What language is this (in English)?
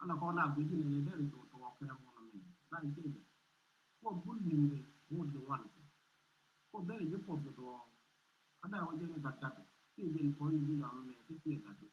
Nuer